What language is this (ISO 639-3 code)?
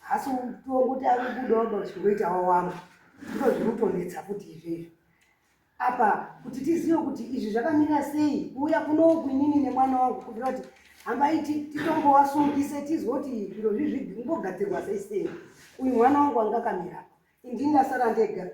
sna